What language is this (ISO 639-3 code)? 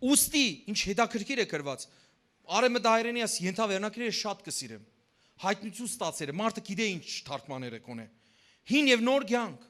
hyw